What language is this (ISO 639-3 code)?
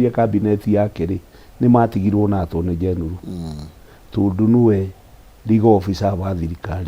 kik